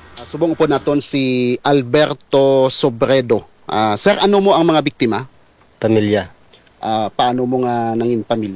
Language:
Hiligaynon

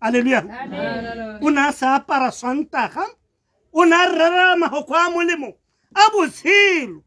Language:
Tswana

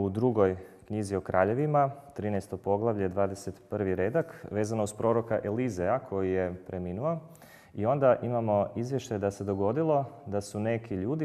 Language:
Croatian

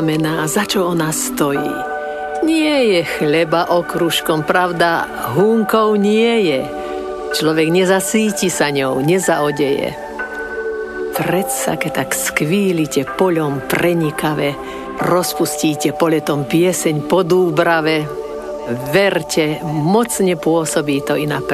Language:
Slovak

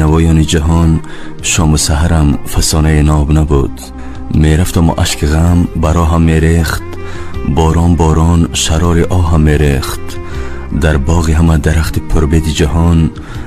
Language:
Tajik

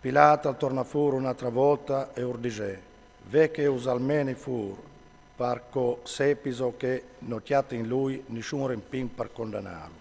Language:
Friulian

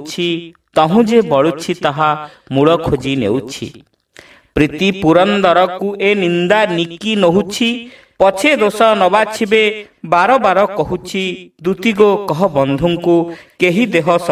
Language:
Odia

